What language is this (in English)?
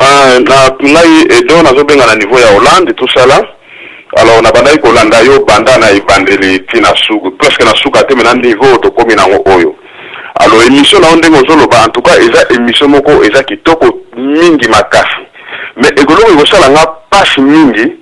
Lingala